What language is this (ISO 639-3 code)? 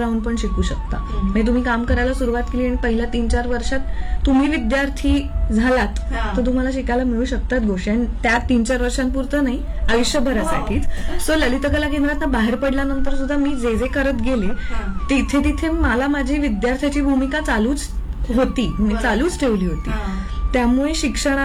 mar